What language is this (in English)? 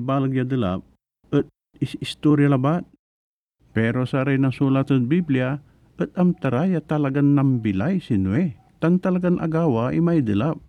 Pangasinan